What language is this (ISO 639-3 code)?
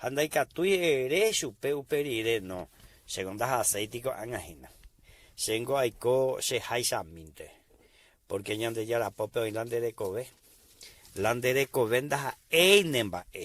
grn